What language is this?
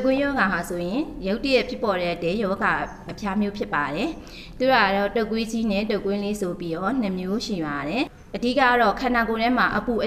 Burmese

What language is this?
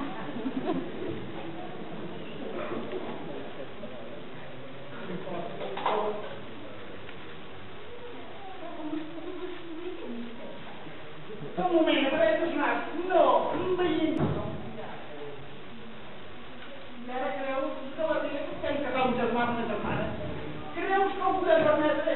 Catalan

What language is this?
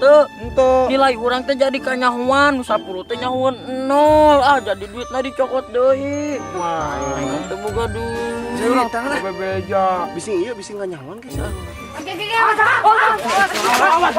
Sundanese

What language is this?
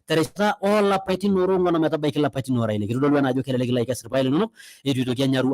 Masai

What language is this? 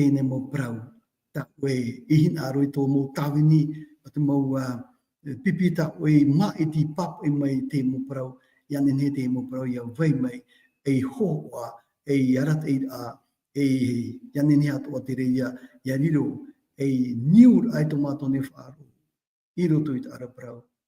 Tahitian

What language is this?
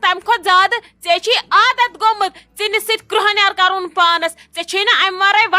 Kashmiri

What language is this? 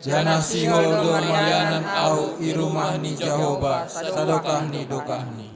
Batak Simalungun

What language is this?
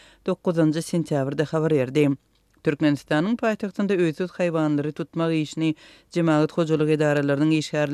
Turkmen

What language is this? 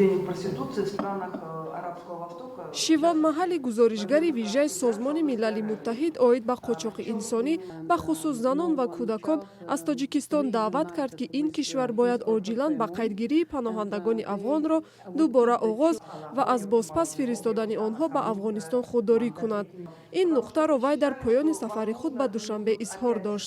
Tajik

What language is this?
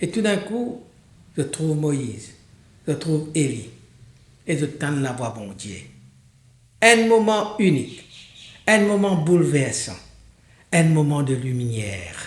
Morisyen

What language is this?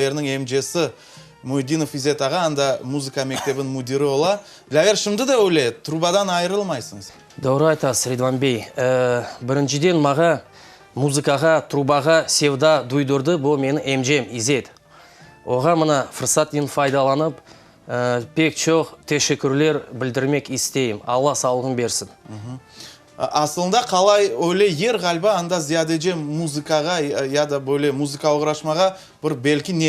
Crimean Tatar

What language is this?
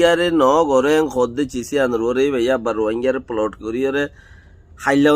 Rohingya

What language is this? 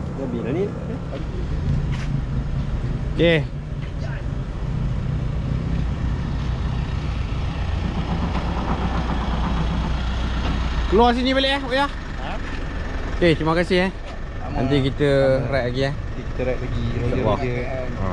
Malay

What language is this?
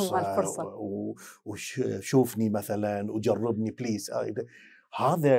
Mesopotamian Arabic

